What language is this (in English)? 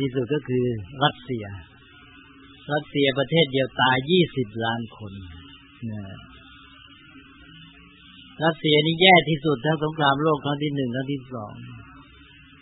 Thai